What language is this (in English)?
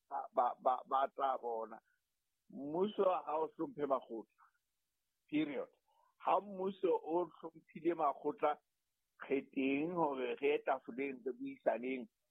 Southern Sotho